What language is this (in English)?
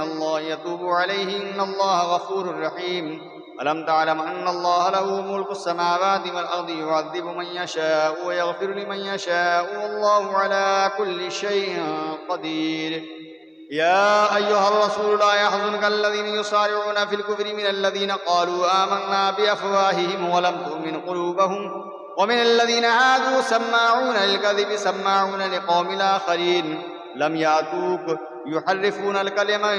Arabic